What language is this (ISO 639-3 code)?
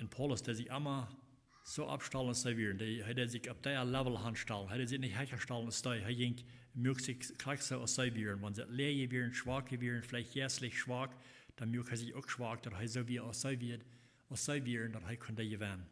pdt